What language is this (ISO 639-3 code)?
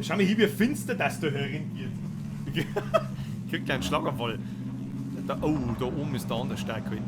bar